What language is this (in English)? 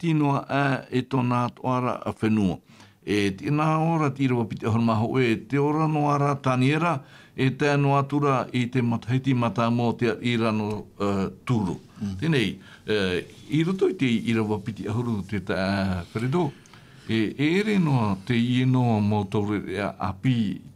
Tahitian